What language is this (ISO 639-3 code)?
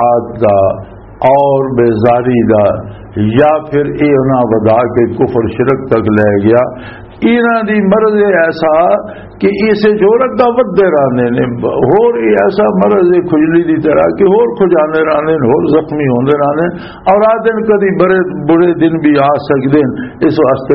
lah